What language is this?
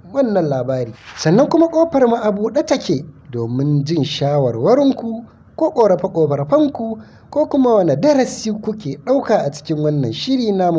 Hausa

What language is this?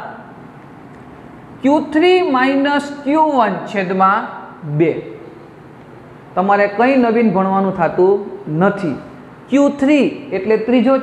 Gujarati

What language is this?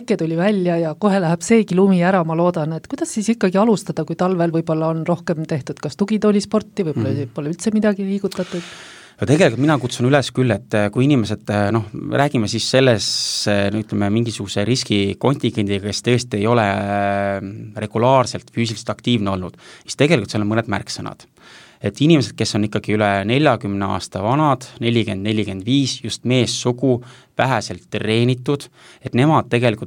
Estonian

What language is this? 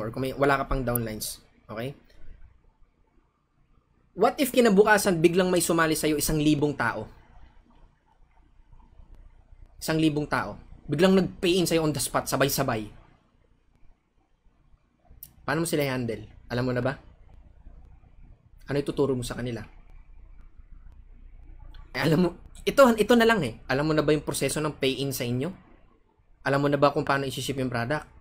Filipino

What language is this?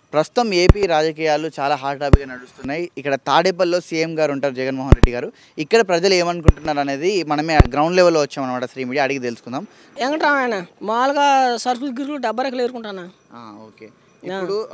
Telugu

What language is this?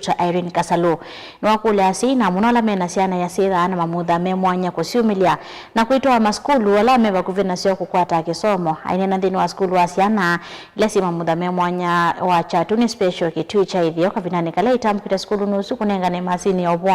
Kamba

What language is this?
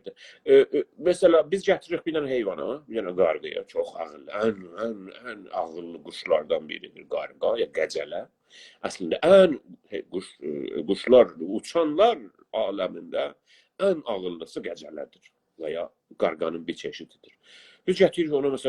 South Azerbaijani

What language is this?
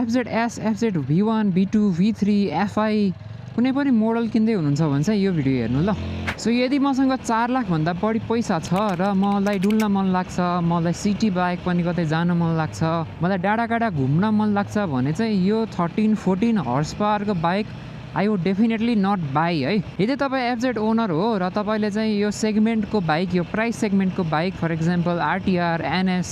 Nepali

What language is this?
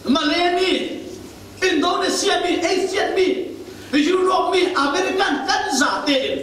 Falam Chin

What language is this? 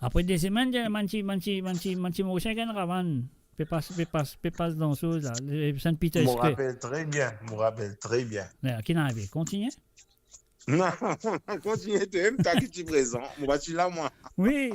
Morisyen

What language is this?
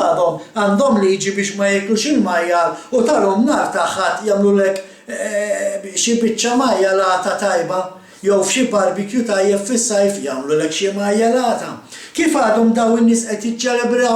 Maltese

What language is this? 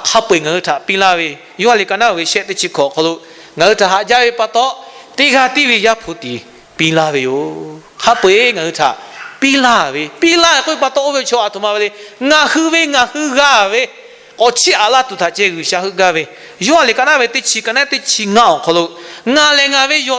Lahu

